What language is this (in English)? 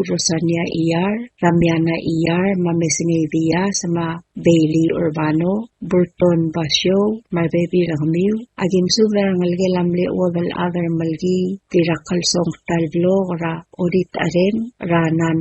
Palauan